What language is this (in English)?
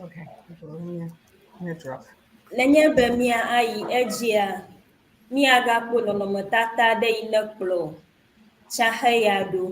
Ewe